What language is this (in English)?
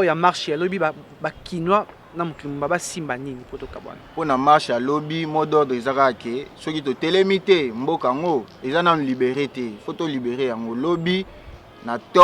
Lingala